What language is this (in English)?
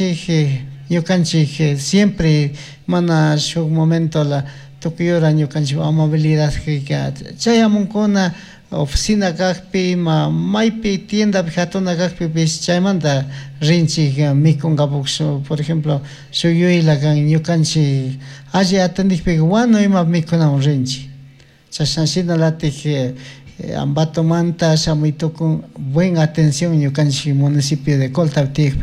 Chimborazo Highland Quichua